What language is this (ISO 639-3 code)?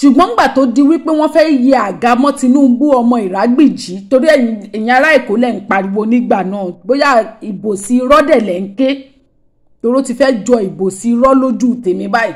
yor